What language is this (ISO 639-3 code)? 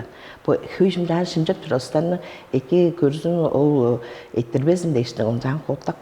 tyv